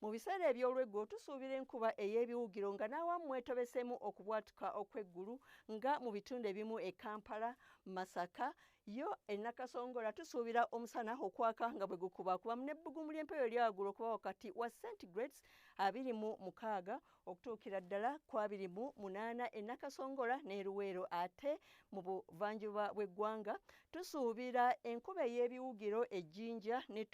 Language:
Ganda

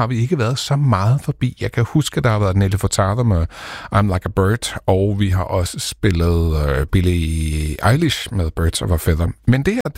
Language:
Danish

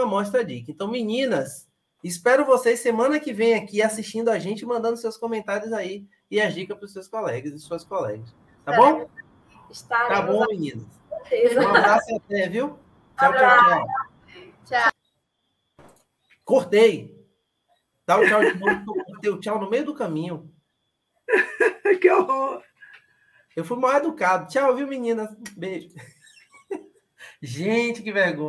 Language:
Portuguese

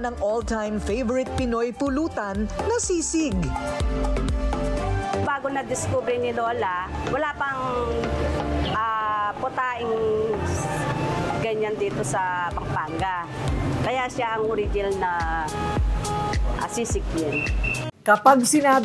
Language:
Filipino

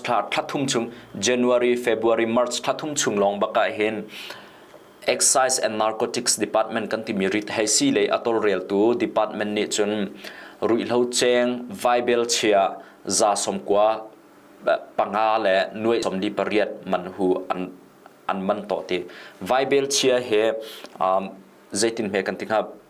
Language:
Hakha Chin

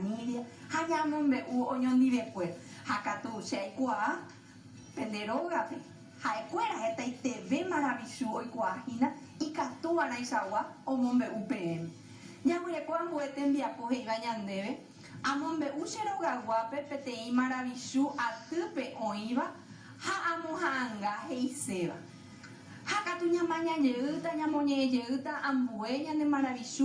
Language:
Guarani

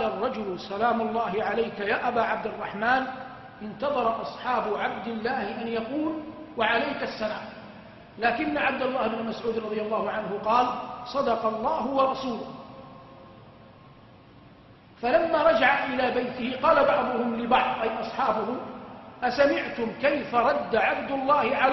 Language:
Arabic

